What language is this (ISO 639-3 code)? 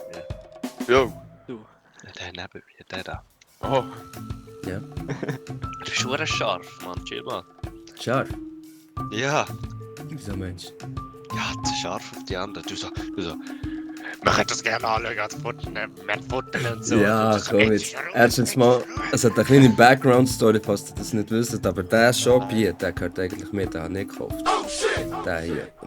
gsw